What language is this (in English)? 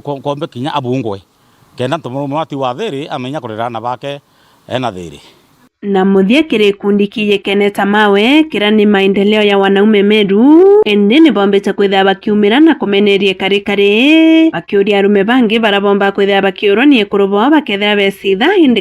Meru